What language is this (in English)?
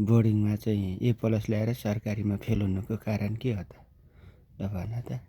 Nepali